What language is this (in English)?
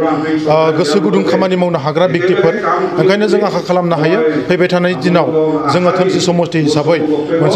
Bodo